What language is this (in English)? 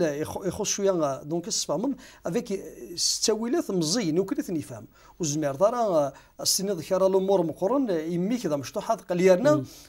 Kabyle